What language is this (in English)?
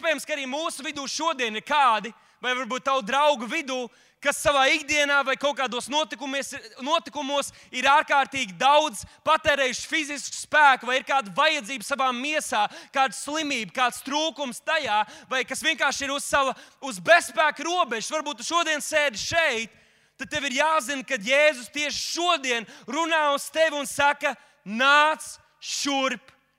Latvian